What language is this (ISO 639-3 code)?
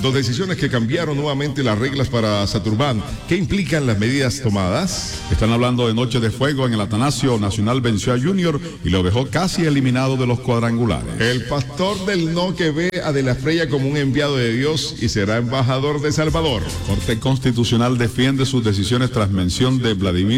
spa